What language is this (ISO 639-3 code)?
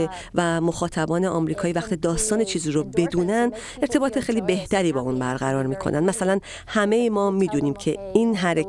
fas